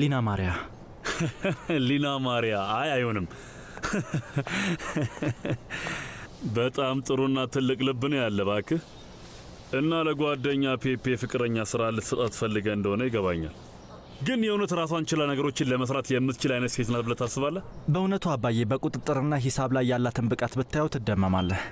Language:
Amharic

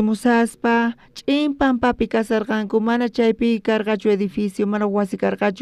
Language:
South Bolivian Quechua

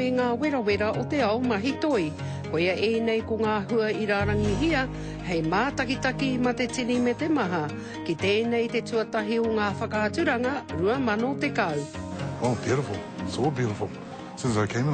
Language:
Māori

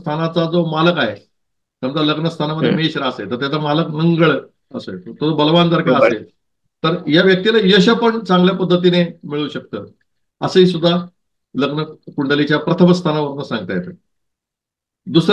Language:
Marathi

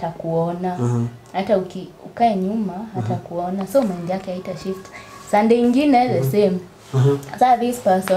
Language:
Swahili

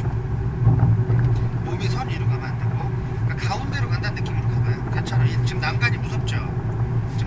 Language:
Korean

